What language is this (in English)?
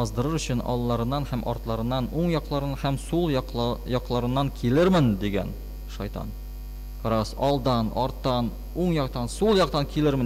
Tatar